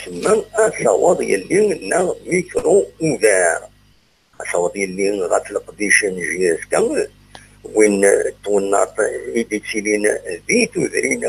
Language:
Kabyle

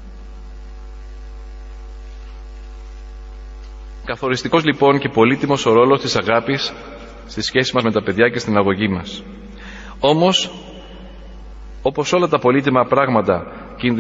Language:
Greek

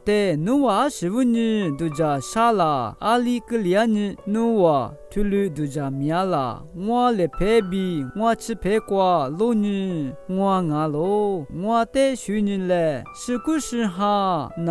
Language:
Lisu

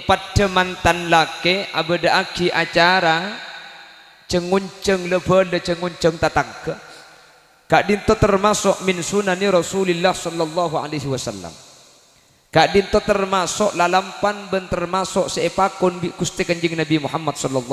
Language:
Madurese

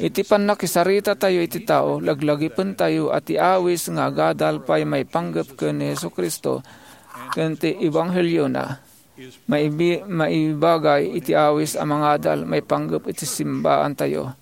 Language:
Iloko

